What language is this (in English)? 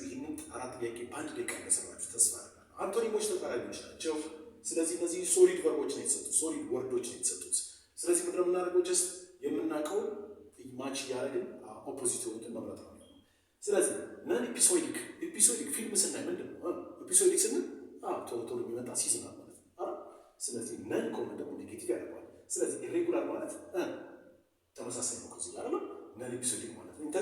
Amharic